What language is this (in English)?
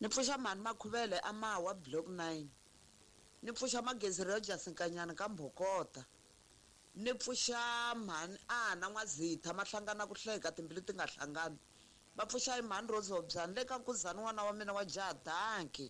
Tsonga